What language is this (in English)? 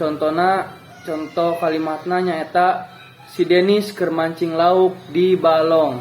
Sundanese